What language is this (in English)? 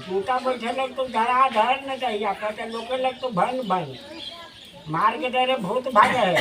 Magahi